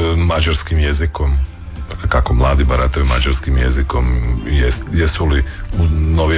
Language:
Croatian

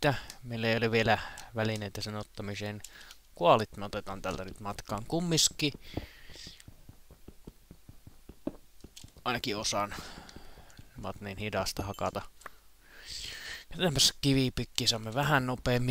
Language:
Finnish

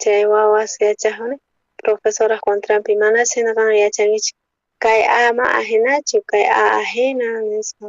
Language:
South Bolivian Quechua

